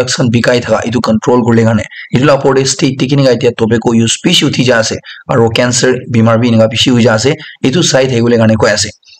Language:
Naga Pidgin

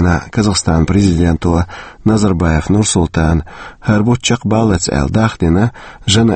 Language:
Chechen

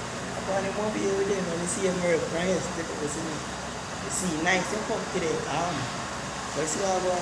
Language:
Jamaican Creole English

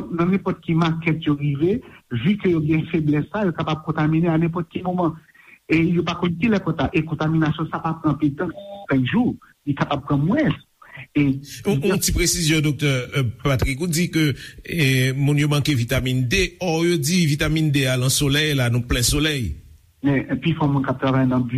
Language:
Haitian Creole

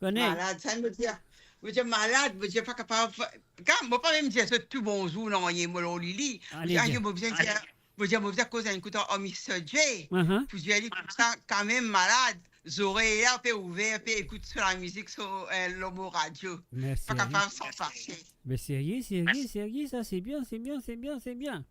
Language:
Morisyen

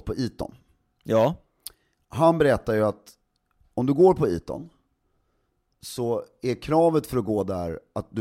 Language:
Swedish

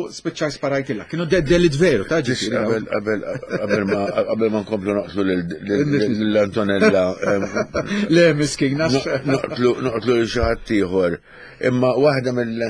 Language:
Maltese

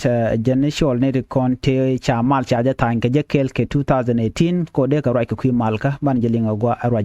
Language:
Nuer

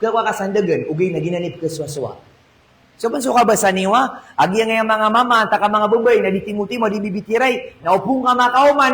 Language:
Maranao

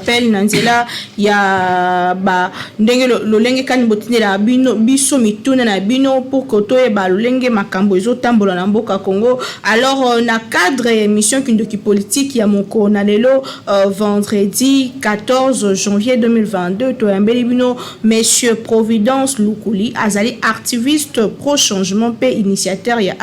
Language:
Lingala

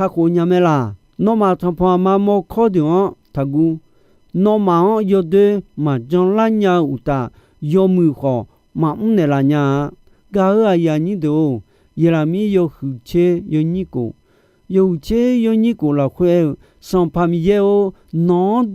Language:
Akha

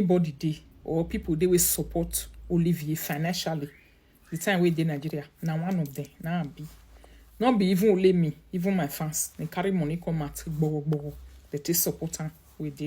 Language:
Nigerian Pidgin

